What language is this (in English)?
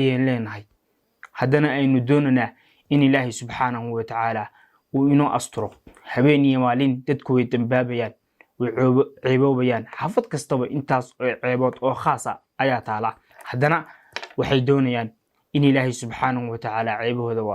Somali